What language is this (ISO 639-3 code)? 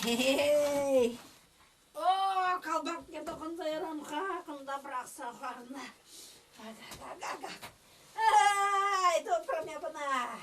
chv